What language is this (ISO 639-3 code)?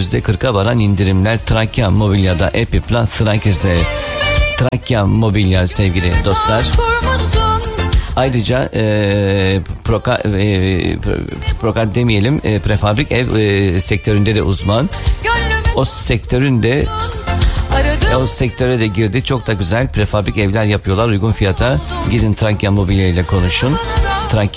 tur